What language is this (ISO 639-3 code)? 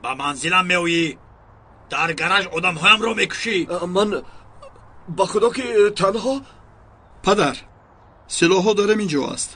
tgk